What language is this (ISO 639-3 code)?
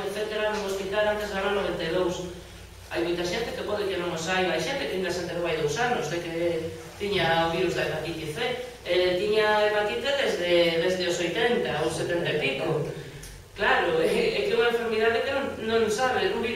glg